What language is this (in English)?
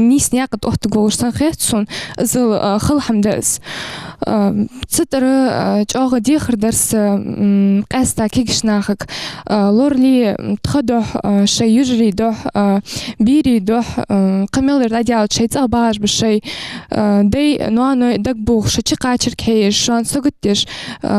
Ingush